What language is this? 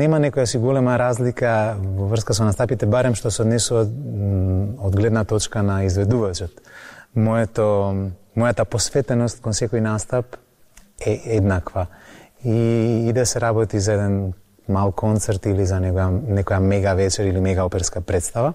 Macedonian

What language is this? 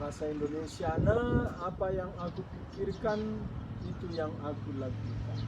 Batak Karo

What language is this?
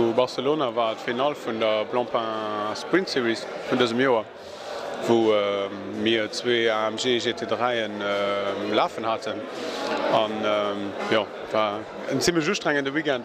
Luxembourgish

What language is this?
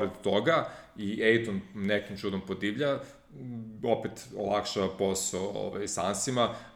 Serbian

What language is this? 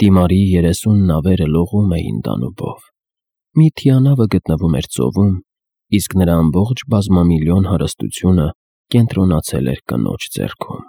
Armenian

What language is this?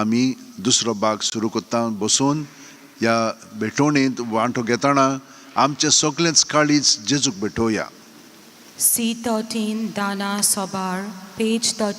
Konkani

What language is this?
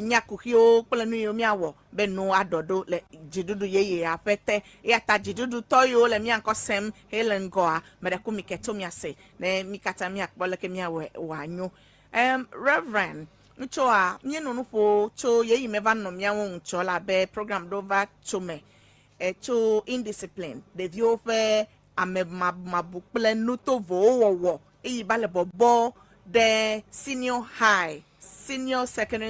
Ewe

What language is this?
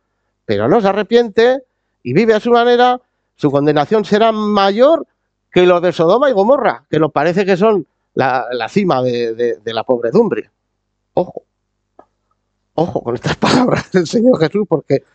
Spanish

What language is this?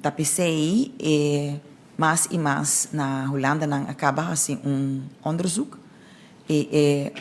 Papiamento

